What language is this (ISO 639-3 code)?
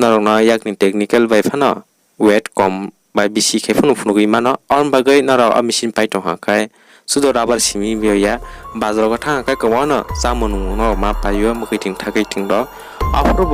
trp